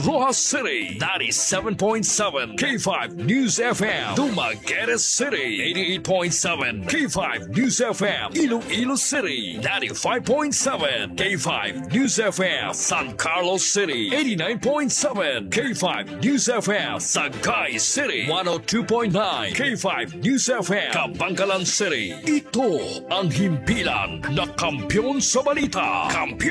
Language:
Filipino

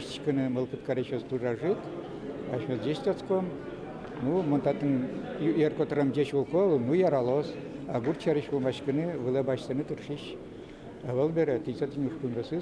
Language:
Udmurt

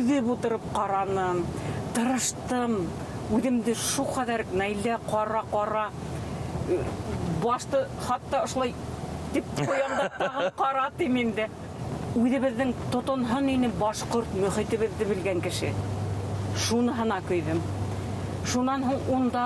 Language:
Bashkir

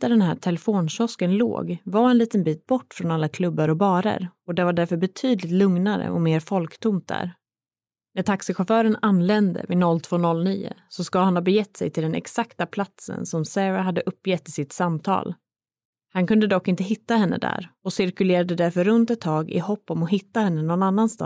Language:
Swedish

